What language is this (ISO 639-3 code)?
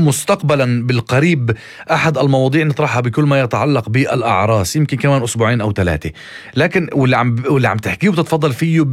apc